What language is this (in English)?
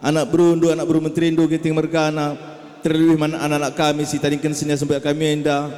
Batak Karo